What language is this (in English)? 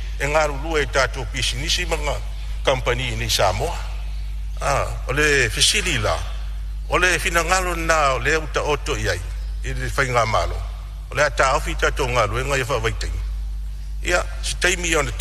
Samoan